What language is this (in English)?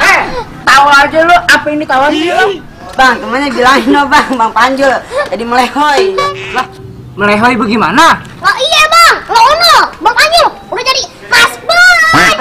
Betawi